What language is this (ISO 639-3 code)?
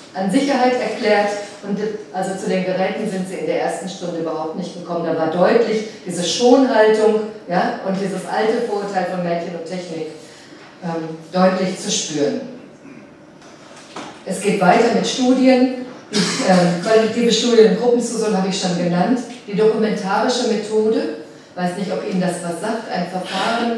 deu